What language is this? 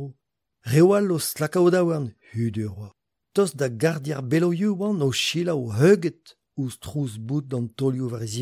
Breton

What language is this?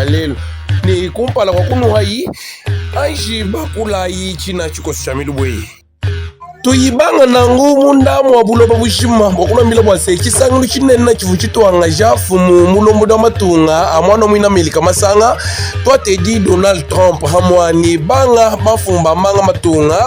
Luba-Lulua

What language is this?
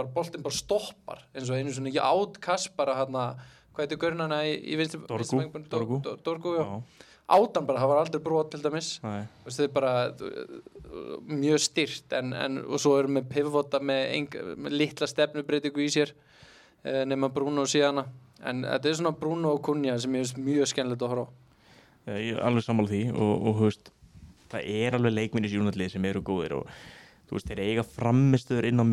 Icelandic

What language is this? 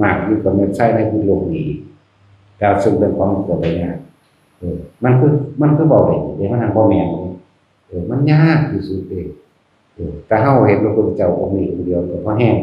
Northeastern Thai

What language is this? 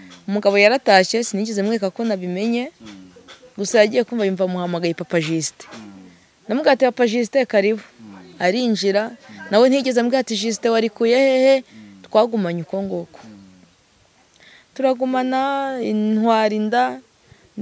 Kinyarwanda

